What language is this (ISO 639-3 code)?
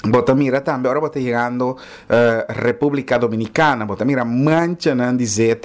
pap